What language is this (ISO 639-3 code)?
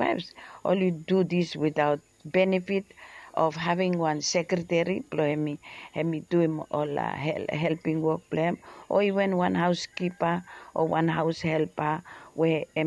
bis